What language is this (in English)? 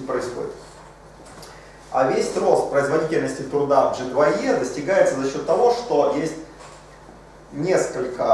Russian